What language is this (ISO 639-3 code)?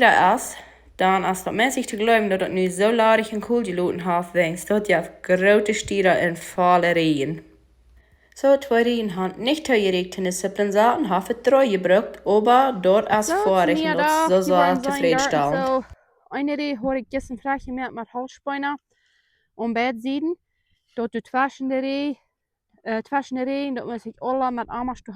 pdt